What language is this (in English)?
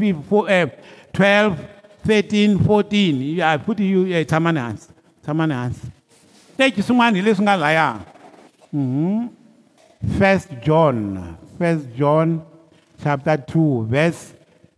Tsonga